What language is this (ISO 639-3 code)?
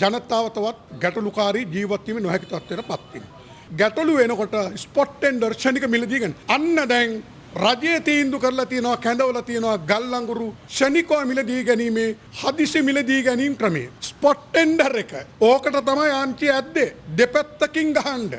sin